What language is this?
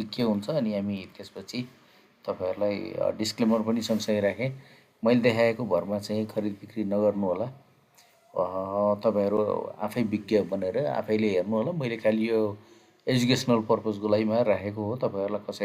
Nepali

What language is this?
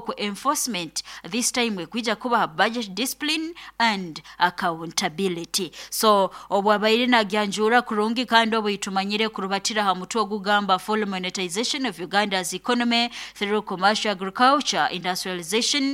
Nyoro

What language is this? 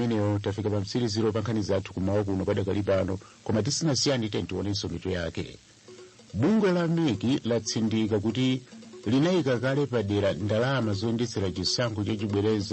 Nyanja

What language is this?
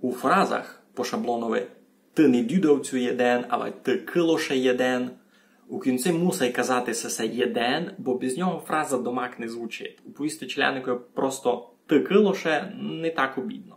Rusyn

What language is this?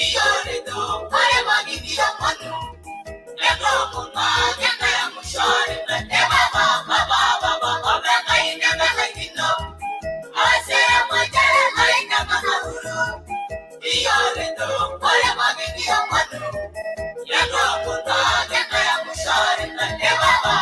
Masai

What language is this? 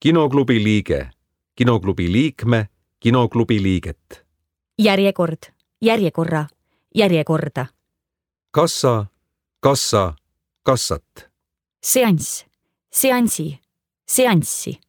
Estonian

